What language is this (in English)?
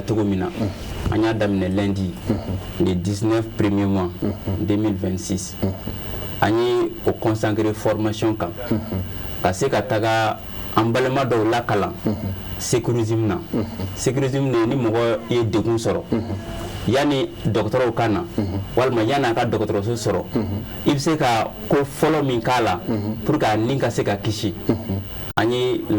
Bambara